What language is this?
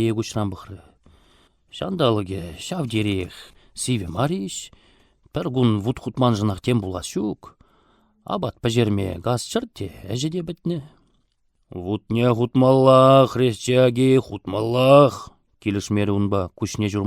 Chuvash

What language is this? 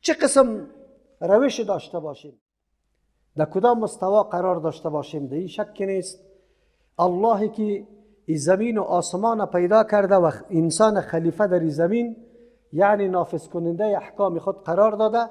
Persian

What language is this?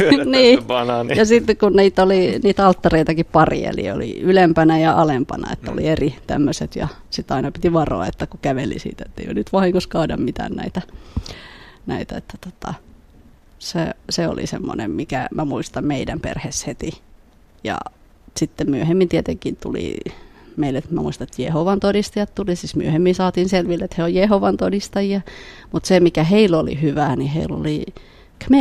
Finnish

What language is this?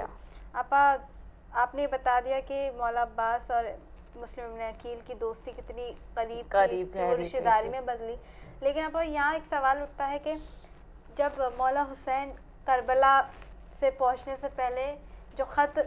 Urdu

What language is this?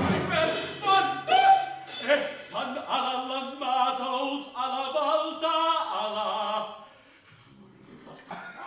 Finnish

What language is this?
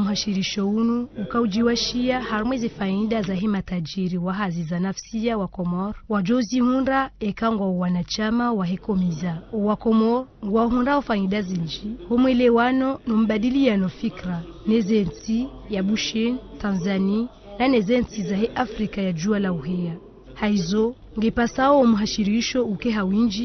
Ngazidja Comorian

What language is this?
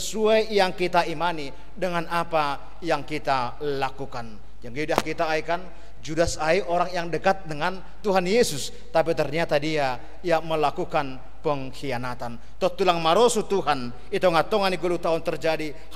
Batak Simalungun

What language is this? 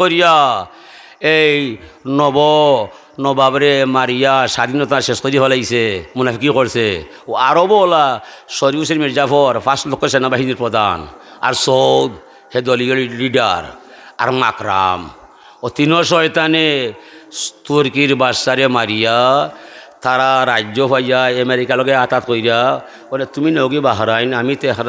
Sylheti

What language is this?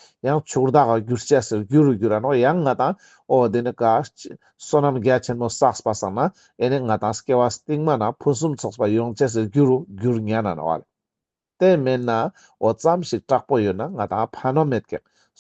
Ladakhi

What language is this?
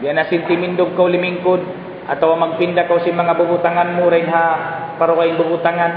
Tausug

